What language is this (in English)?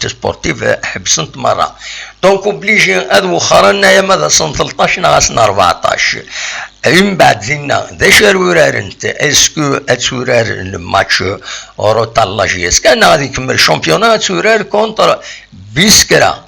Kabyle